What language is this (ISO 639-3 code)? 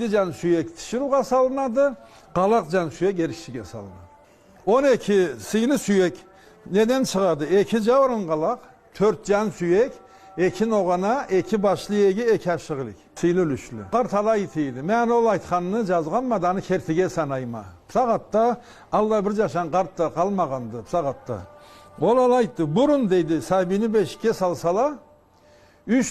krc